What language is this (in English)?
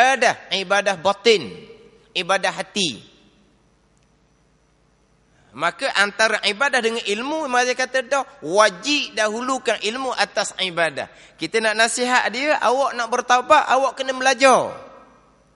Malay